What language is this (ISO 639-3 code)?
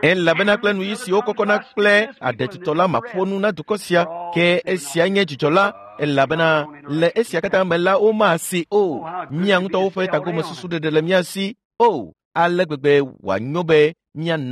ewe